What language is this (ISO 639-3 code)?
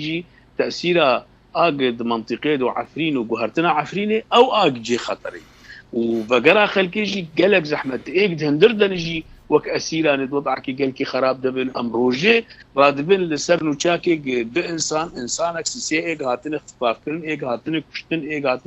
kur